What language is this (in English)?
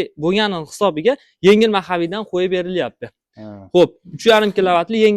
Uzbek